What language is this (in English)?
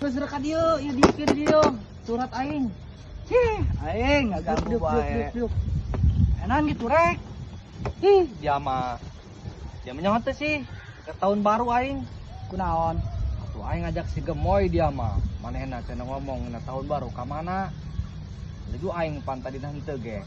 Sundanese